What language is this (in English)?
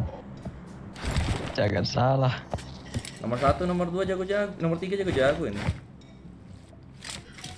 Indonesian